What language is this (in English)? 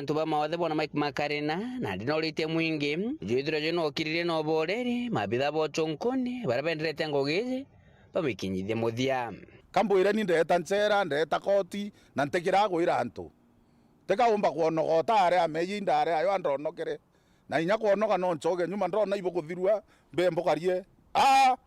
Meru